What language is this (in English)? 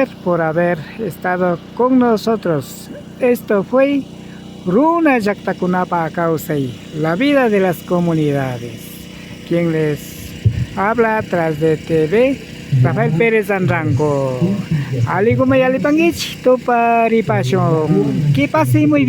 Imbabura Highland Quichua